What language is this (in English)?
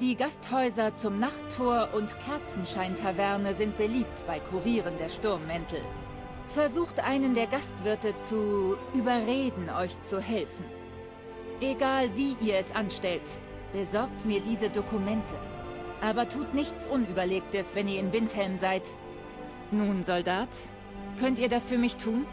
Bavarian